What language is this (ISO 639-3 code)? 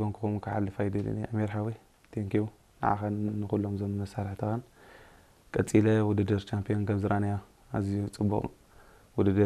tir